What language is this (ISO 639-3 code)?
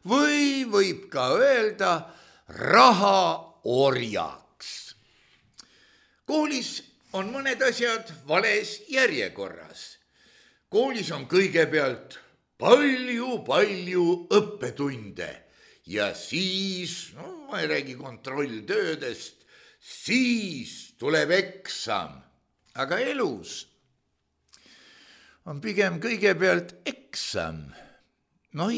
est